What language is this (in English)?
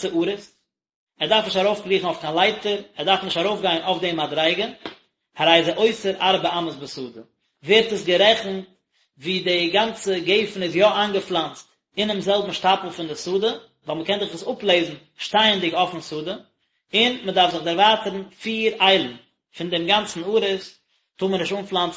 Yiddish